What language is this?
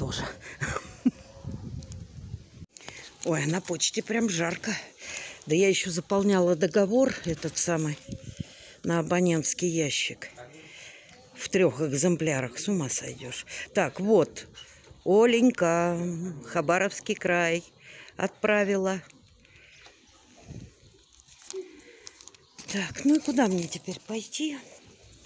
Russian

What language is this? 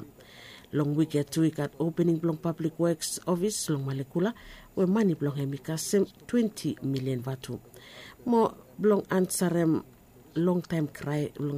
Bislama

